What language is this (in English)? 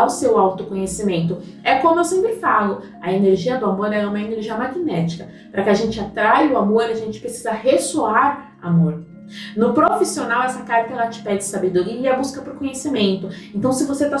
Portuguese